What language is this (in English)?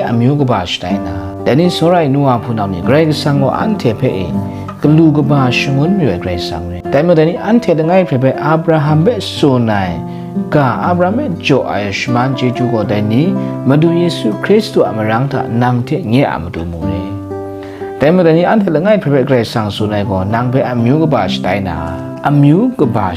Kachin